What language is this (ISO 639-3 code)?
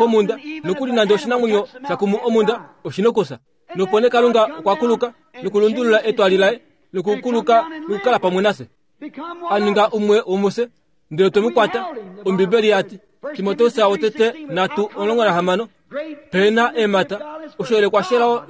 kua